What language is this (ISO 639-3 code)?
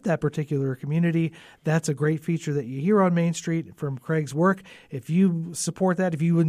eng